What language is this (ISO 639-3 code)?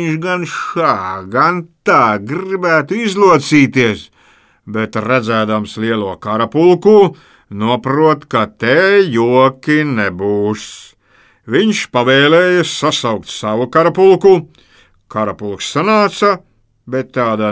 lav